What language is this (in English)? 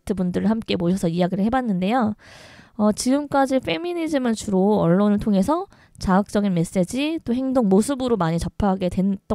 Korean